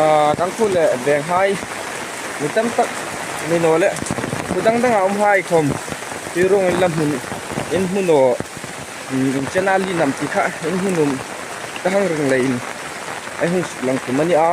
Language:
Hmar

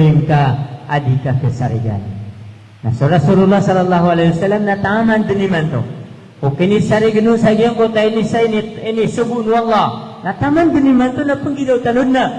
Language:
Maranao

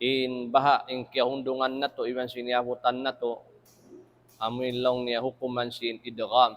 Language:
Tausug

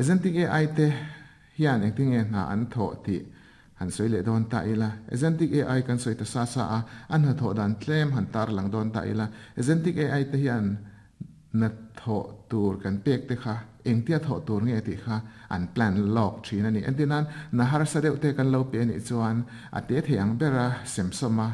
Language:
Mizo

